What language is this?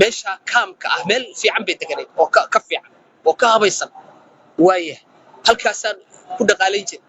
Somali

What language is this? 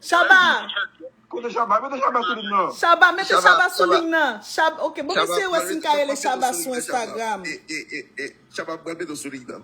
Haitian Creole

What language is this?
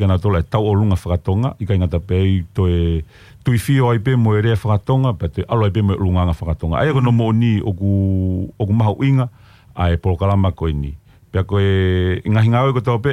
Tongan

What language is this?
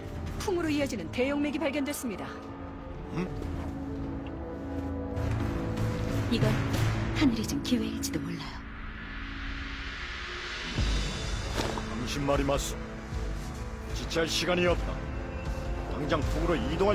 Korean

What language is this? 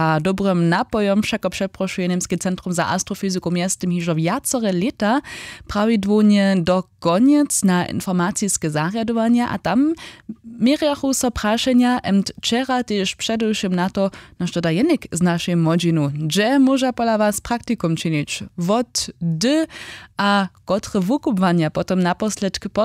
Upper Sorbian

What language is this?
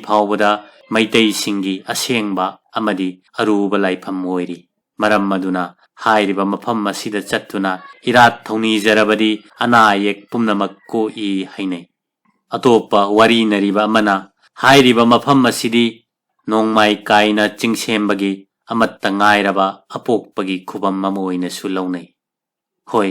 Manipuri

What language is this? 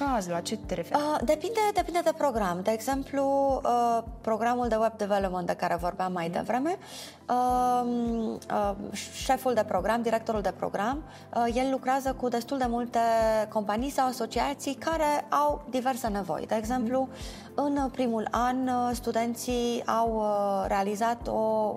Romanian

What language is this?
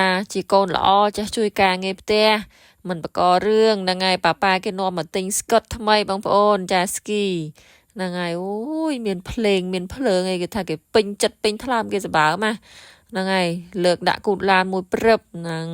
Khmer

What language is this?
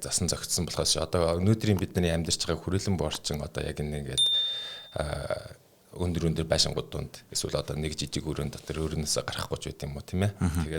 Mongolian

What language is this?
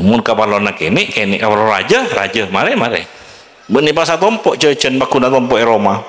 Madurese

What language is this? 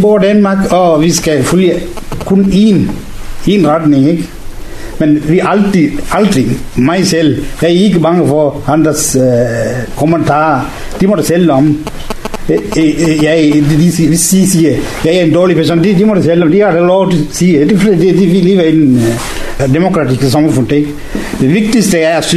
Danish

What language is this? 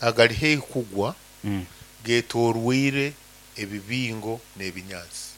Nyankole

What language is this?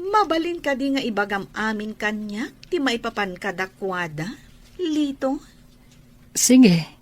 Iloko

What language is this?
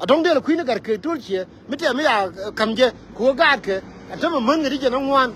Nuer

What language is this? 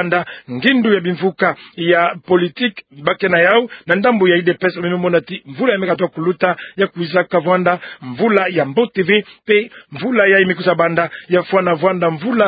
Kituba (Democratic Republic of Congo)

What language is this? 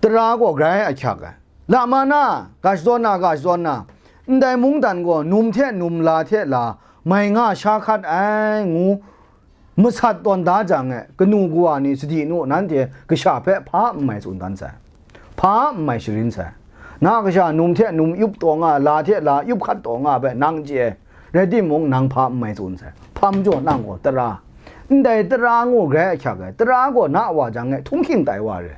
Kachin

